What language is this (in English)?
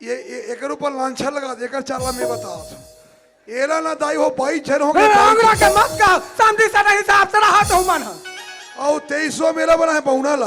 Chhattisgarhi